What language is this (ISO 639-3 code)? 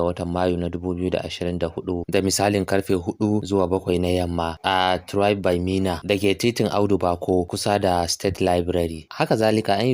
hau